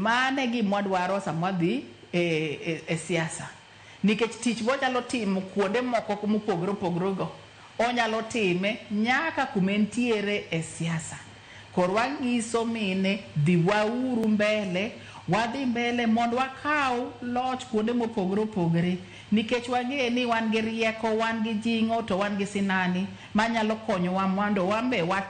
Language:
Luo (Kenya and Tanzania)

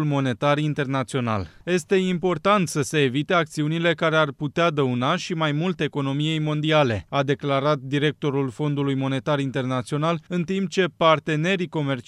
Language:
Romanian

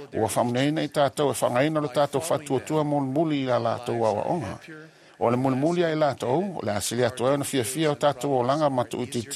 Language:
Samoan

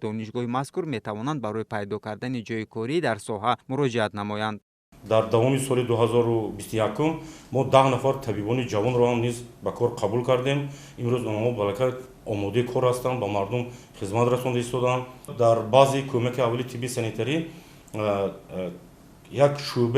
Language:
Tajik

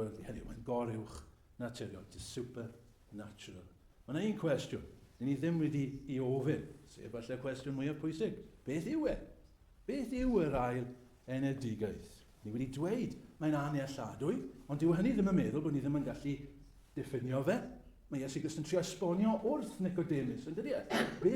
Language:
Welsh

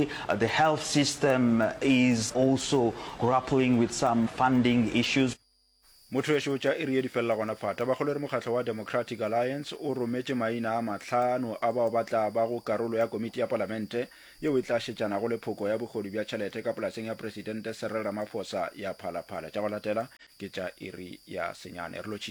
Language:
Northern Sotho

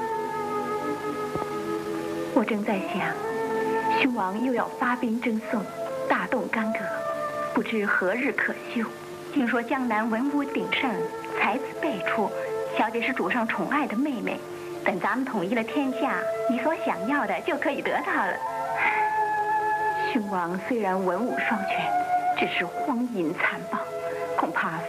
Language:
Chinese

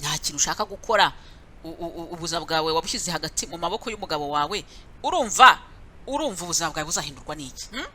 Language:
Kinyarwanda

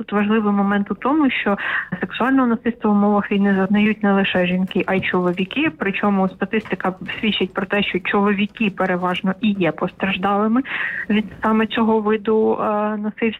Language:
Ukrainian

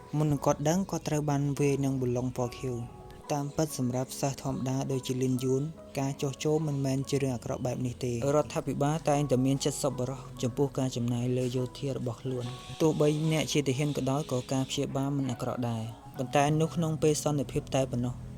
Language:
Khmer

